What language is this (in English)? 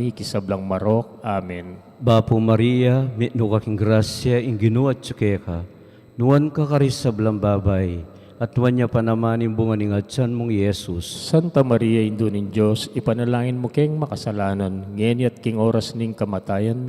Pampanga